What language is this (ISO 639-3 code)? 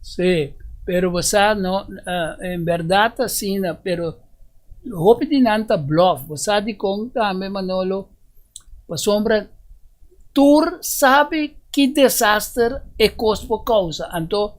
pap